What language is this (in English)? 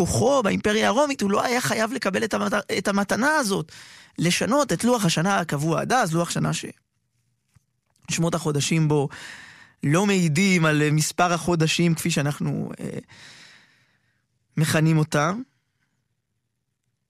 Hebrew